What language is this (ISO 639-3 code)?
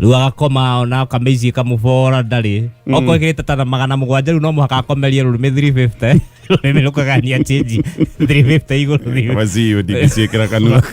kik